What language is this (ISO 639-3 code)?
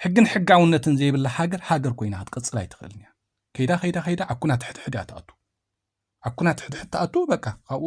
tir